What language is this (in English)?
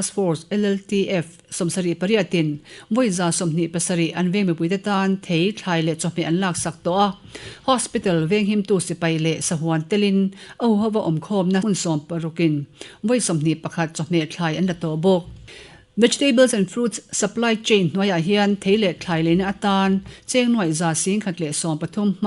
Mizo